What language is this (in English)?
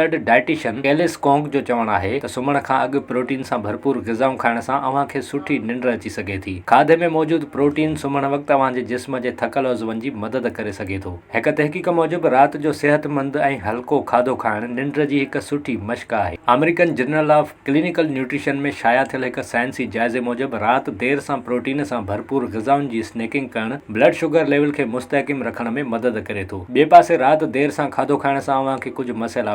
Sindhi